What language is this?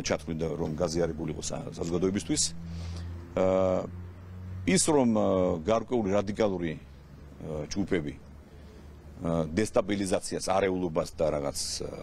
Georgian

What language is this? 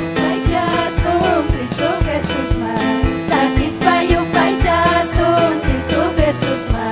Ayacucho Quechua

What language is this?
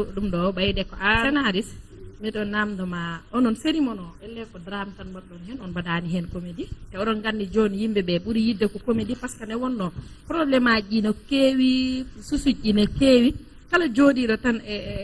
Fula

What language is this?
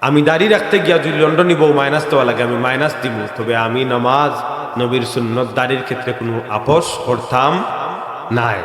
Sylheti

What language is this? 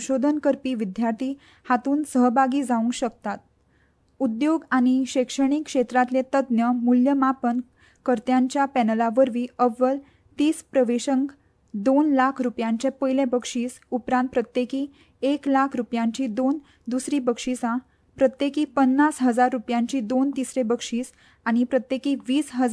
Konkani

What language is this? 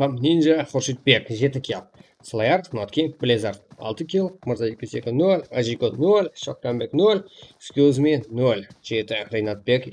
Kara-Kalpak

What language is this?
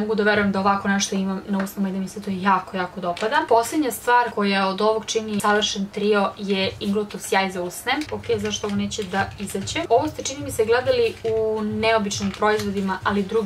Serbian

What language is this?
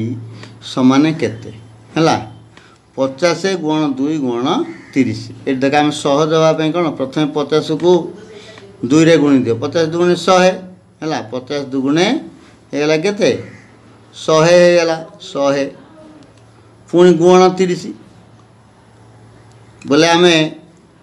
Odia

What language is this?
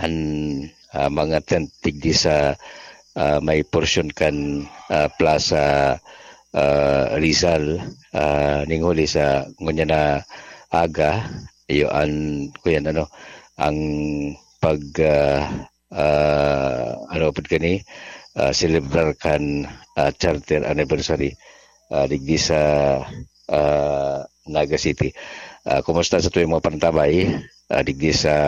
Bikol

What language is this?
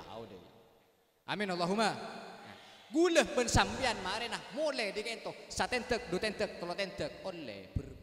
Madurese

